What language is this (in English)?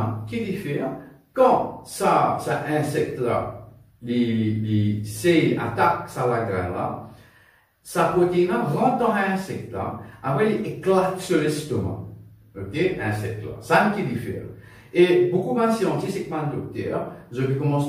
Morisyen